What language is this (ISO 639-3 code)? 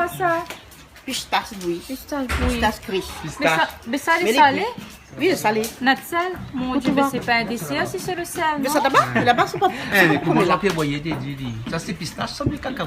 rcf